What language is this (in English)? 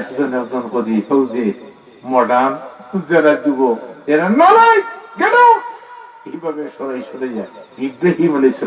Sylheti